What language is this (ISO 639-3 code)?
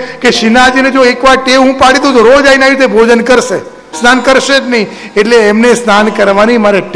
guj